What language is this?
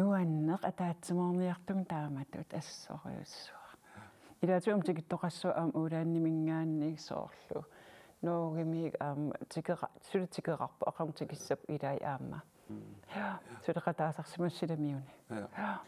Kalaallisut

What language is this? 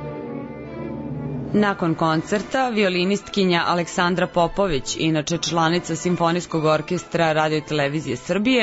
Serbian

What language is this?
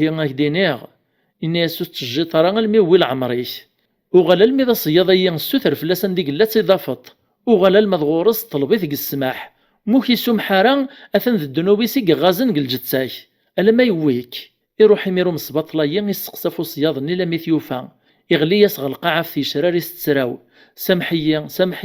Kabyle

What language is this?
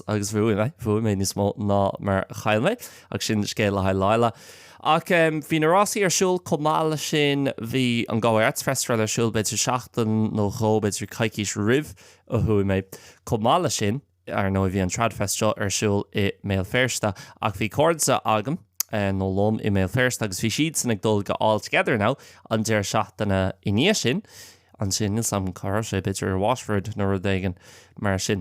Irish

